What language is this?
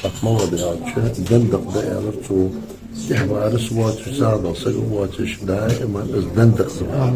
Ingush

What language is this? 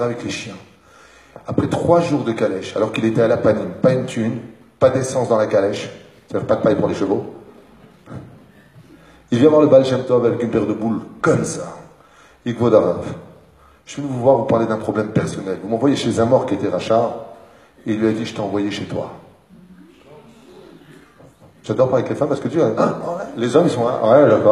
French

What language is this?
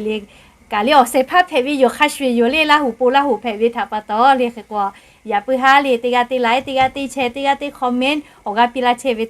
Lahu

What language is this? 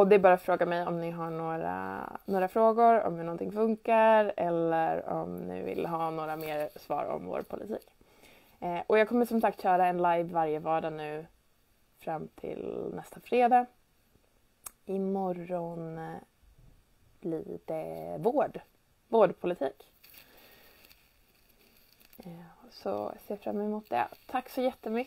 Swedish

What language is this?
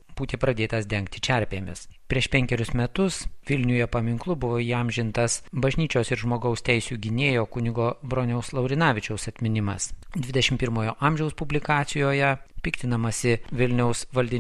Lithuanian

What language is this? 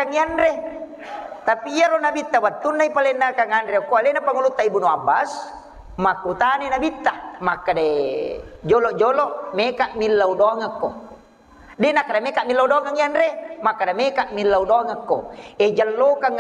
Buginese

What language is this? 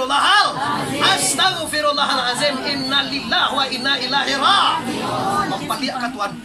Minangkabau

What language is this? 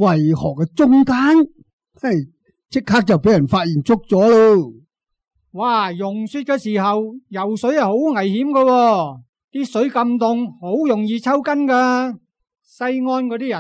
Cantonese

